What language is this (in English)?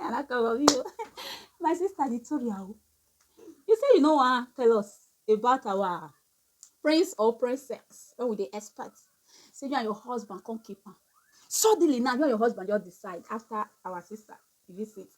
Nigerian Pidgin